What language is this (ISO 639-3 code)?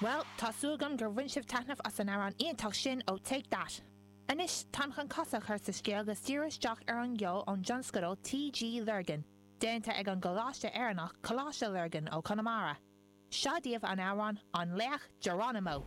gle